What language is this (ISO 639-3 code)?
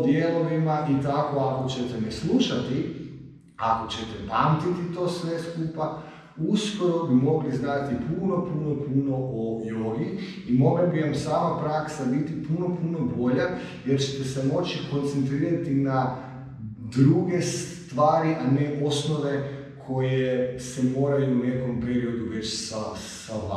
hrv